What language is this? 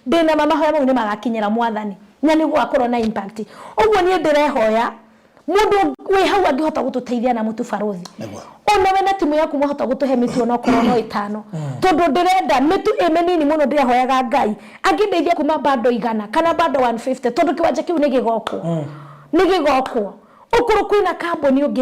Kikuyu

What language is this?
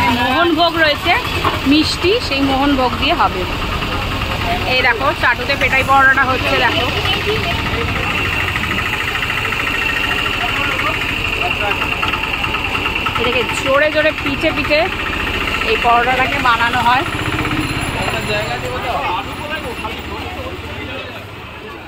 Bangla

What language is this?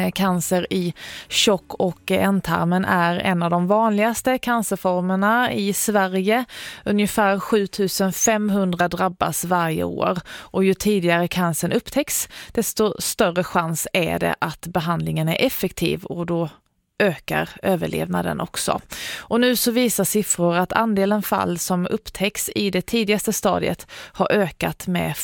Swedish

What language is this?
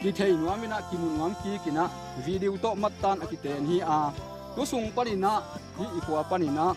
Tedim Chin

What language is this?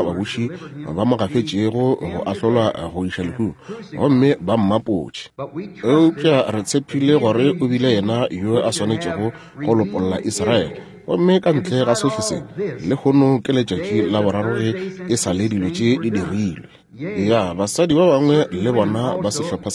Northern Sotho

